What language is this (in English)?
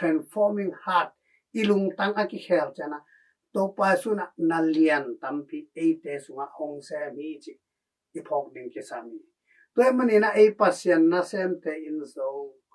Tedim Chin